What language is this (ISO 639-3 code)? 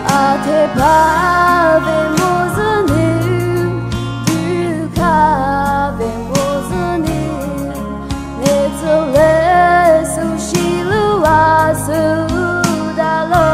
pmx